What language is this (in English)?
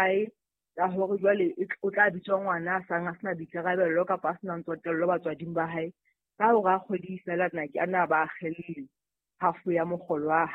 Southern Sotho